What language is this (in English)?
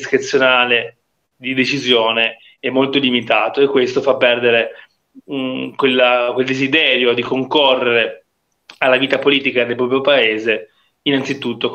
Italian